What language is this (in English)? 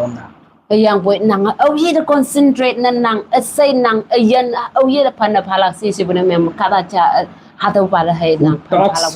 Konyak Naga